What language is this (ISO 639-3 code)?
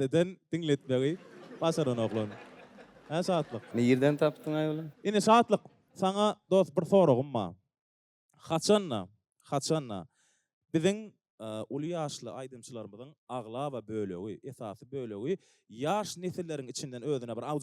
tuk